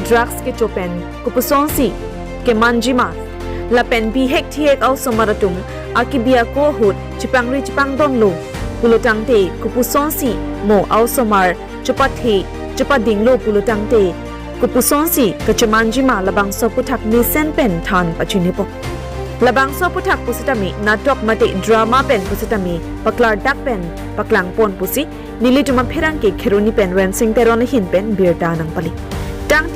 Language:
Karbi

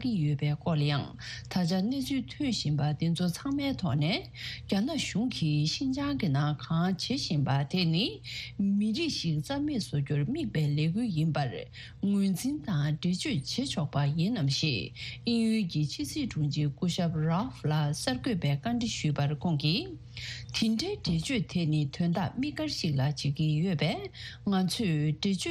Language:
Tibetan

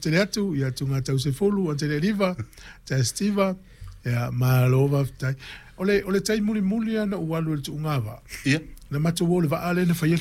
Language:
Samoan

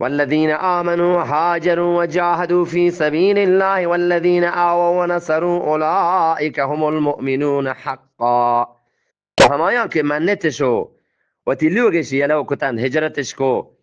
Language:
Eastern Balochi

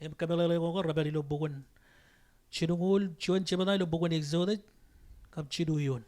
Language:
Marshallese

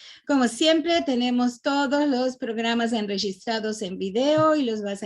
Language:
Ladino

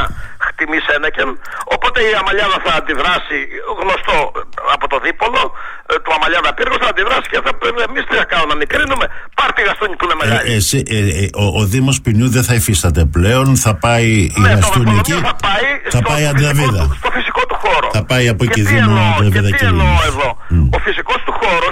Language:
Greek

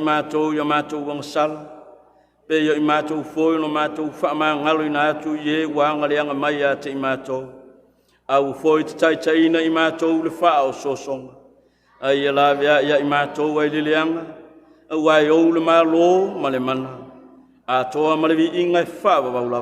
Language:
Samoan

